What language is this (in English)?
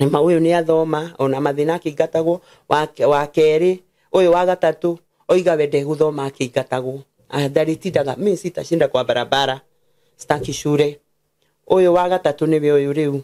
Kikuyu